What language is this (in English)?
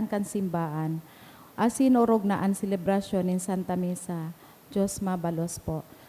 Bikol